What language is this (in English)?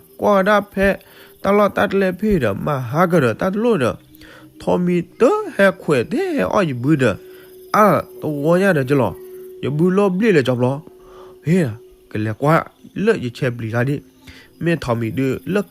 S'gaw Karen